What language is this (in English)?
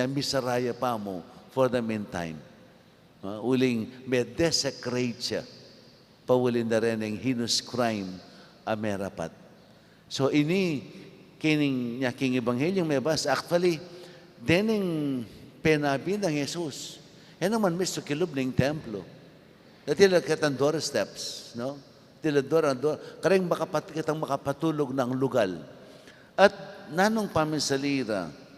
Pampanga